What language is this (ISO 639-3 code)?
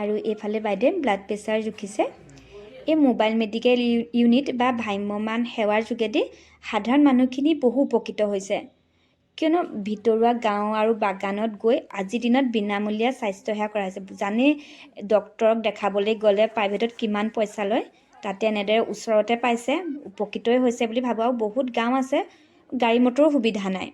asm